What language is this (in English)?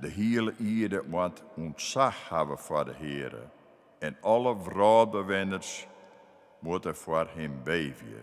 Western Frisian